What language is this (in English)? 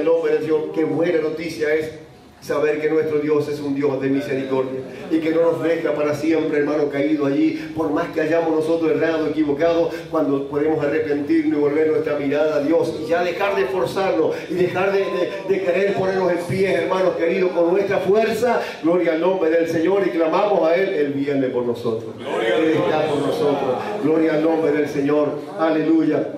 Spanish